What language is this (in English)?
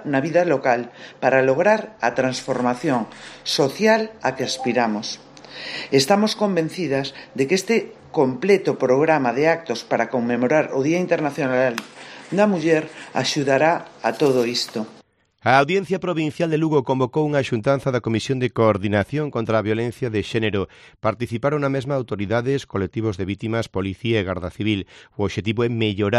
Galician